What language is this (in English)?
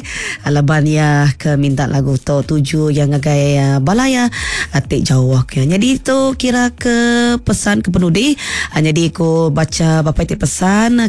Iban